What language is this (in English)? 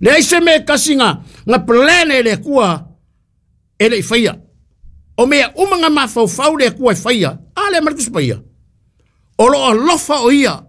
Samoan